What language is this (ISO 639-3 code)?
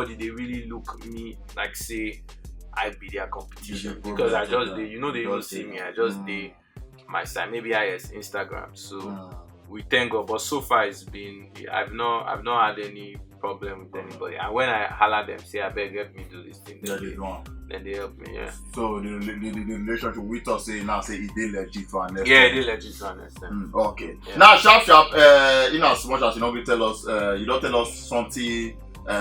pcm